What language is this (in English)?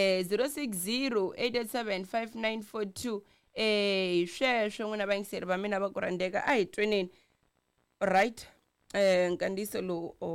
Tsonga